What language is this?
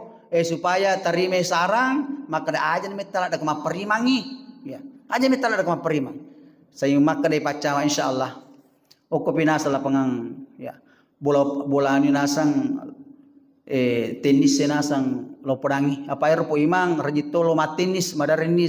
Buginese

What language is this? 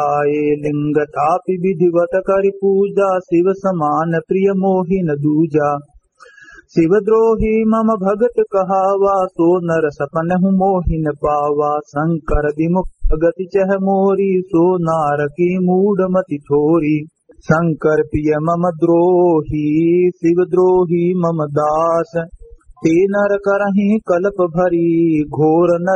Awadhi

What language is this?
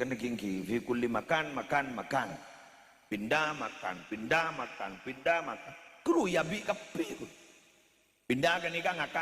Madurese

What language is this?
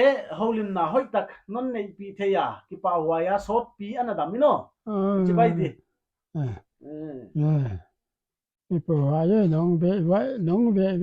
Paite Chin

